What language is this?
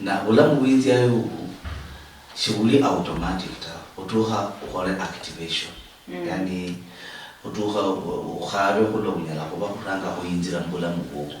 Luyia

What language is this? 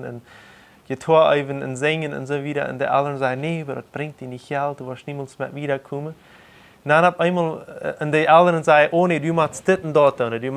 Plautdietsch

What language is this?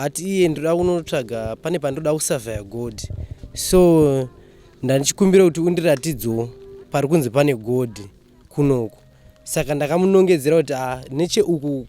Shona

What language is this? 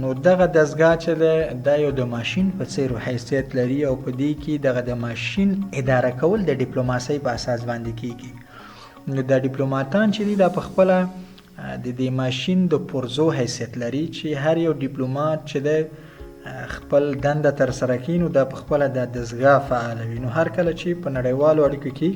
Pashto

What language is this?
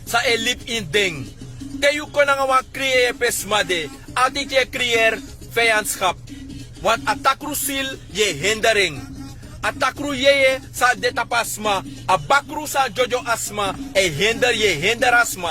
Sranan Tongo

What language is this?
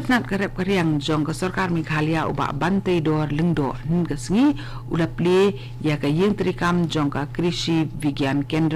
Khasi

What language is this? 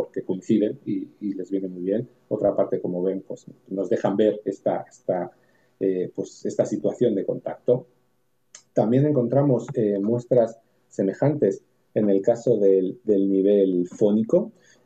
Spanish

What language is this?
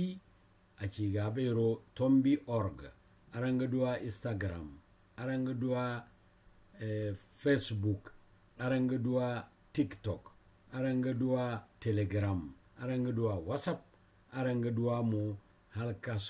Zarma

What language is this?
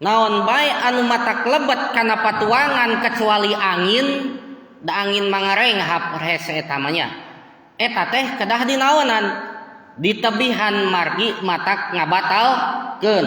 Sundanese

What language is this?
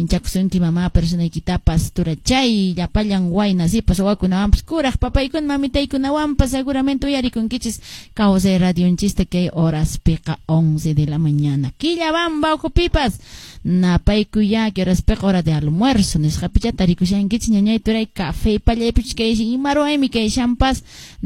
Quechua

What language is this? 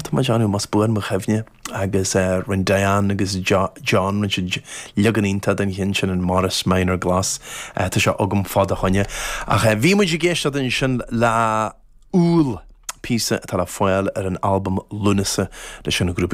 Irish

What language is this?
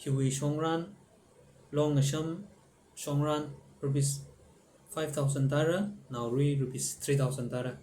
Tangkhul Naga (India)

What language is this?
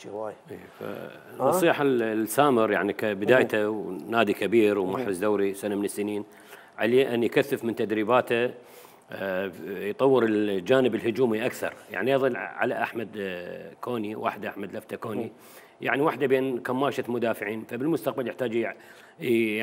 Mesopotamian Arabic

